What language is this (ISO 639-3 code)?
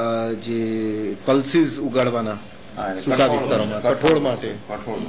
guj